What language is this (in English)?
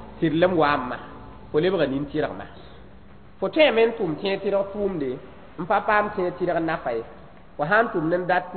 Mossi